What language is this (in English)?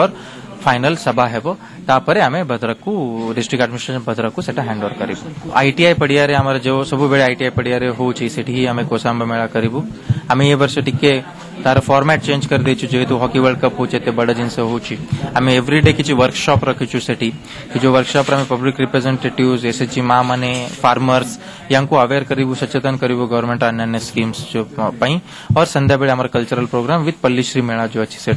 Odia